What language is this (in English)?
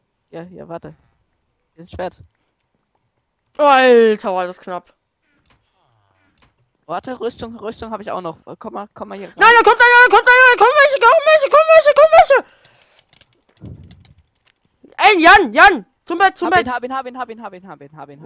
German